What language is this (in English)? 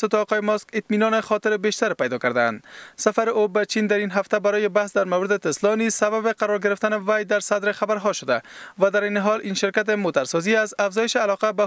Persian